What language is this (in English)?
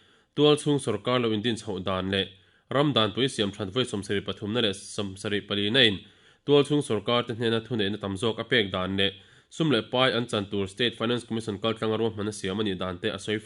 Mizo